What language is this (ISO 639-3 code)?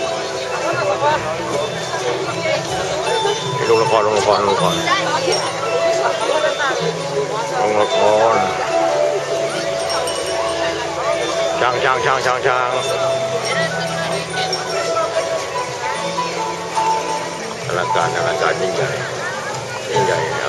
tha